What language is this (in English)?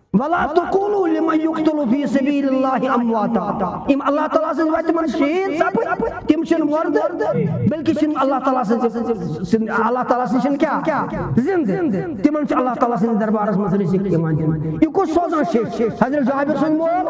Kashmiri